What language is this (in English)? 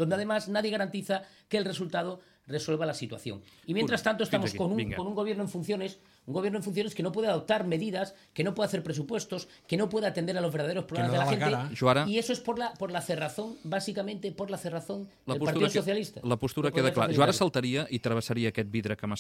Catalan